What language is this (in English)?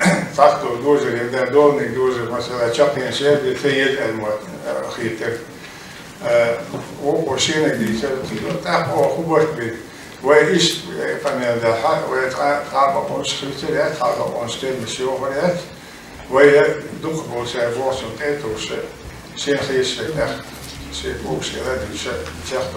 Chechen